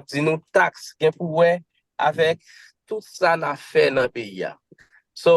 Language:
Haitian Creole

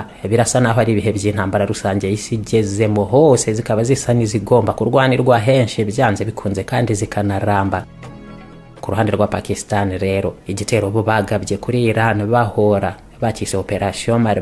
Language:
Kinyarwanda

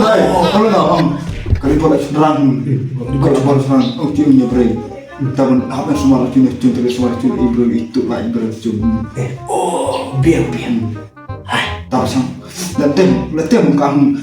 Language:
Khasi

